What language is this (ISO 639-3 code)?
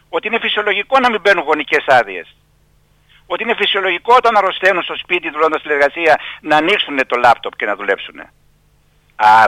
ell